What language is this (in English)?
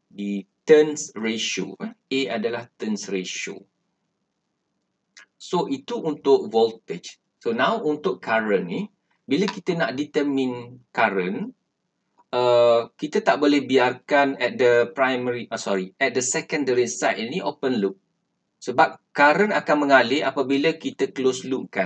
Malay